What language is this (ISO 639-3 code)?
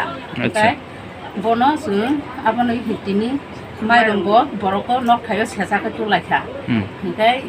trp